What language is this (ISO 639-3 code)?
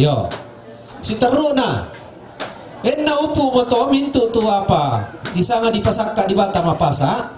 sda